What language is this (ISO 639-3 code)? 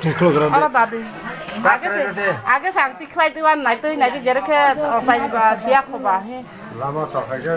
trp